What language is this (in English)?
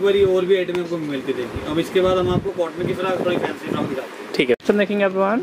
Hindi